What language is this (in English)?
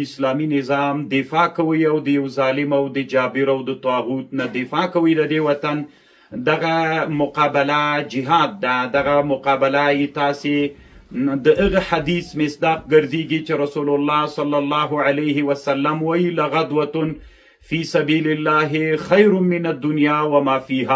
Pashto